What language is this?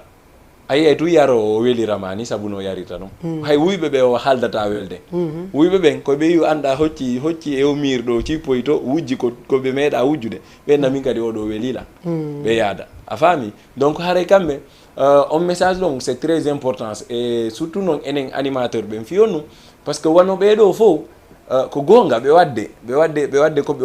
Fula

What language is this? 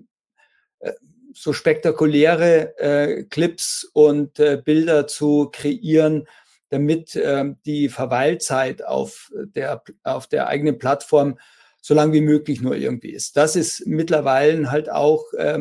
German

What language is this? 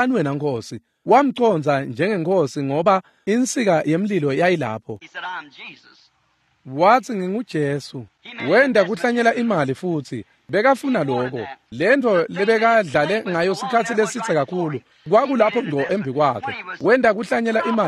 Swati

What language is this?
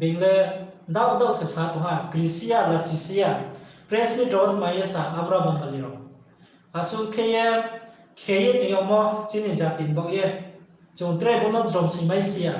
Riang (India)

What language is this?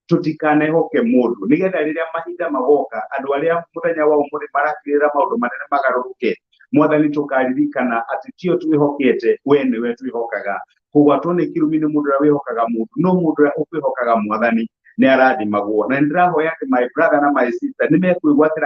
Kikuyu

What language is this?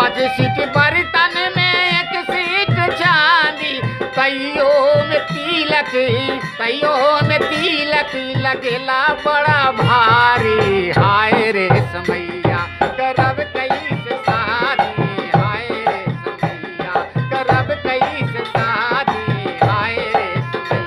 Magahi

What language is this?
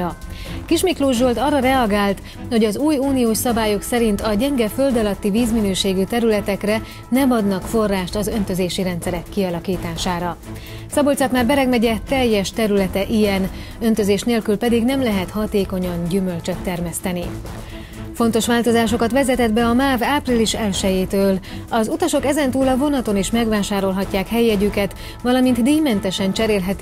Hungarian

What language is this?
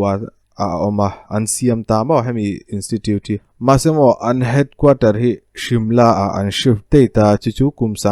Mizo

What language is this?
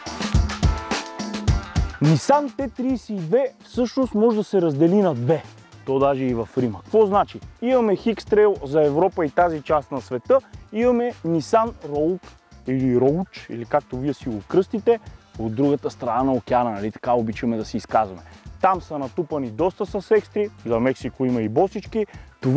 Bulgarian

